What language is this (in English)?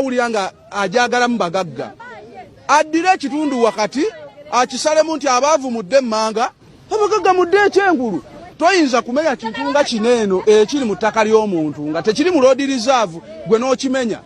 Ganda